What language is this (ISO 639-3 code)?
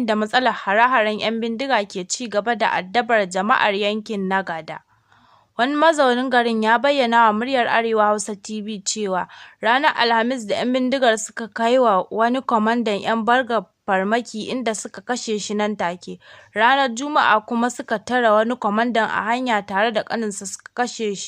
hau